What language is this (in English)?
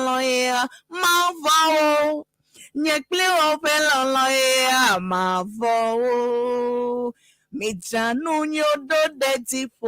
Ewe